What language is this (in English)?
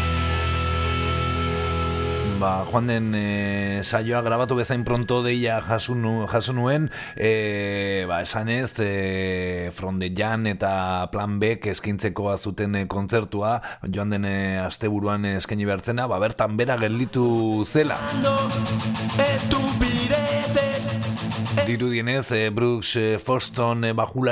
Basque